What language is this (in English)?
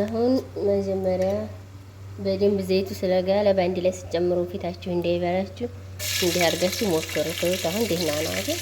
Amharic